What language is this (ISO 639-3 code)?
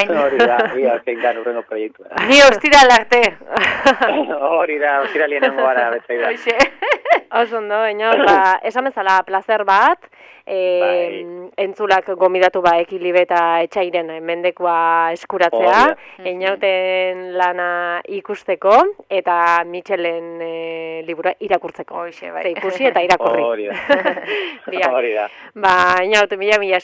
eus